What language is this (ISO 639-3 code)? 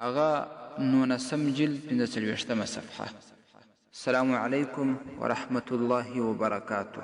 pus